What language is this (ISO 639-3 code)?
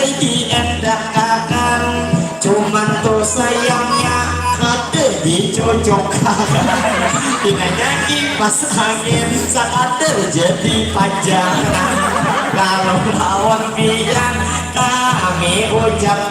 bjn